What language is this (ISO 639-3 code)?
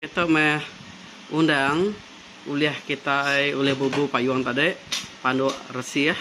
iba